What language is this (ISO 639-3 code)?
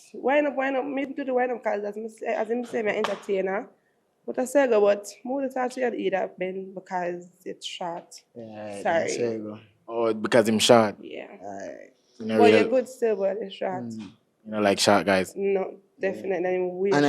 jam